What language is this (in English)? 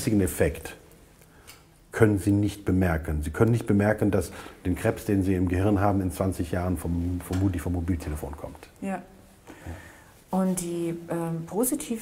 German